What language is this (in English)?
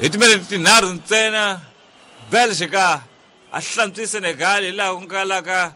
Tsonga